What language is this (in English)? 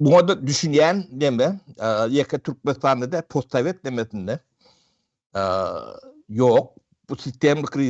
Turkmen